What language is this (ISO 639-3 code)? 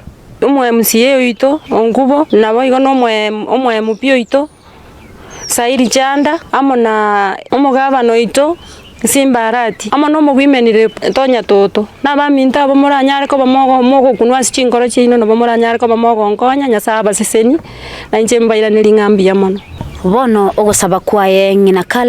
guz